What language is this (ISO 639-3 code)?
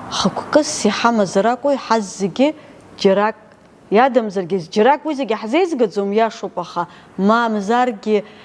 abk